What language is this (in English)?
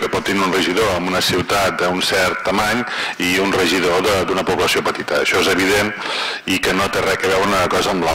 Catalan